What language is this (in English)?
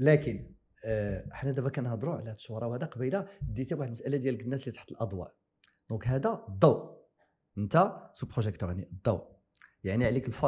Moroccan Arabic